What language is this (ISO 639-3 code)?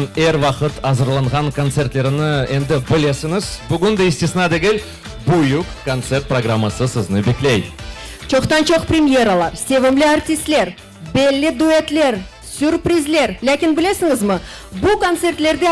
crh